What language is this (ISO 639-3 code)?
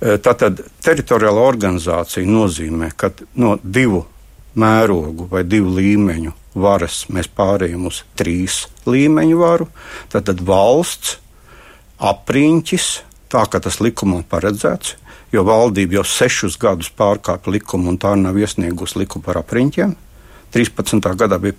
lav